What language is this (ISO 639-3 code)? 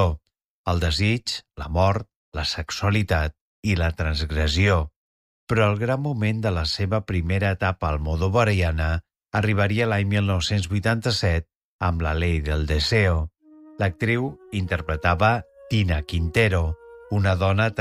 cat